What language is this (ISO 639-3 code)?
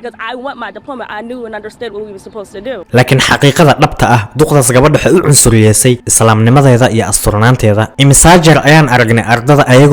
som